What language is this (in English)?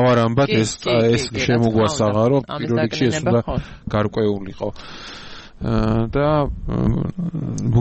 Georgian